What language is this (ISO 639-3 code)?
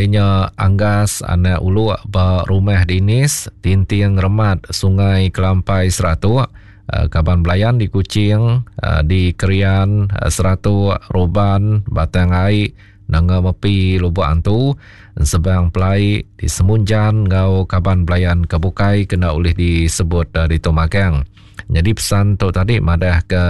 iba